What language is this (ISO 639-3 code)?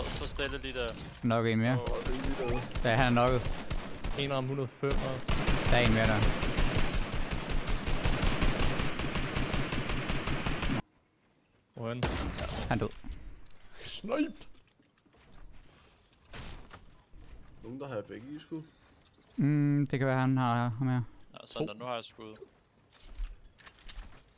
dan